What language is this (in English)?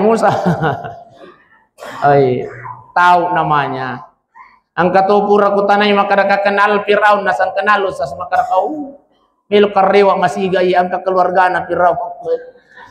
Buginese